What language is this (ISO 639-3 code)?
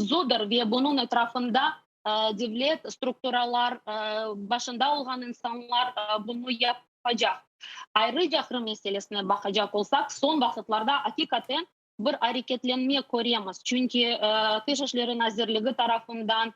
crh